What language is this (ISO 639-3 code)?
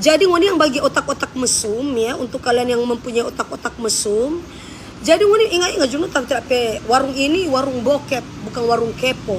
xmm